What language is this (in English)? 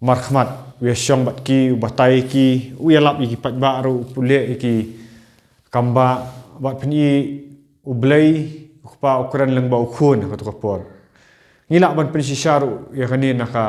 Khasi